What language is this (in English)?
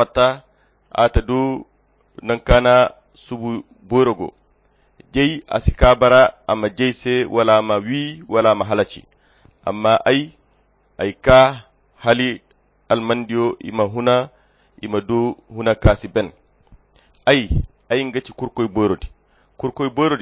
Koyra Chiini